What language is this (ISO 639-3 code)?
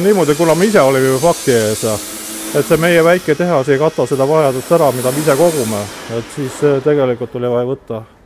est